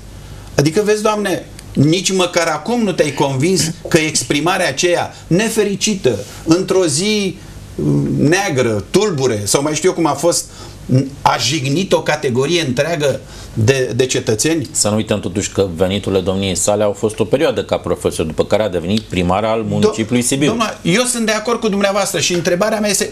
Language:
Romanian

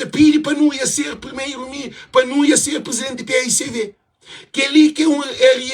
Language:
Kabuverdianu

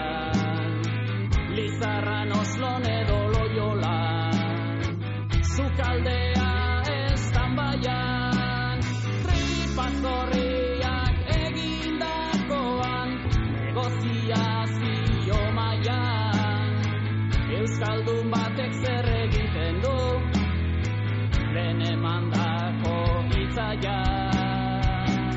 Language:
Basque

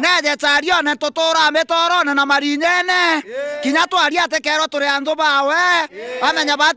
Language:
Meru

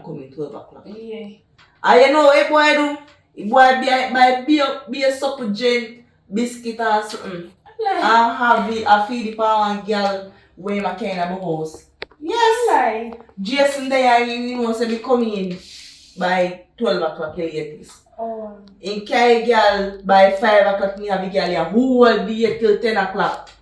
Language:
Jamaican Creole English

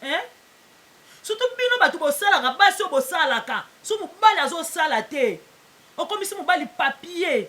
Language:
Lingala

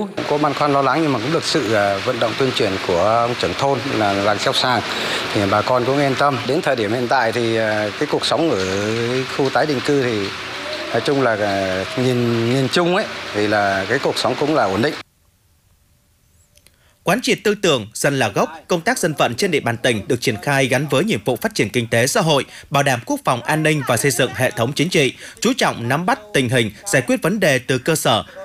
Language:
Vietnamese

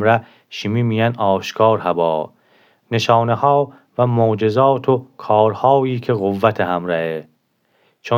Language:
Gilaki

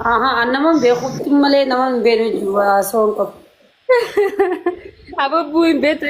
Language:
Oromo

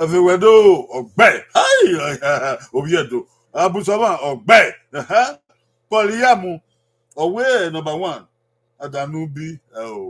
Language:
Bini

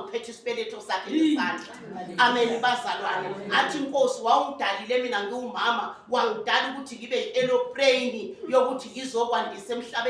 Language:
Zulu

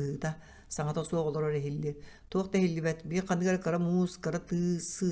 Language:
Yakut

